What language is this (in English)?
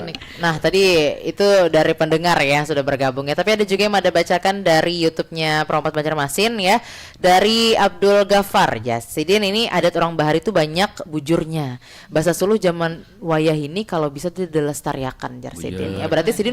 Banjar